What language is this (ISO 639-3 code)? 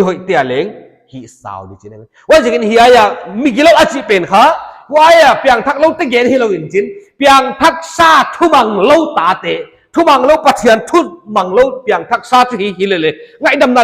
pck